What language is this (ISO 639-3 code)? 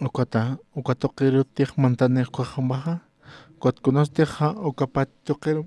aym